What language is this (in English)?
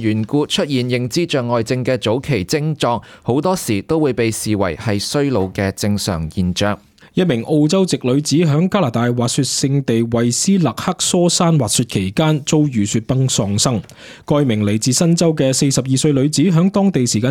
Cantonese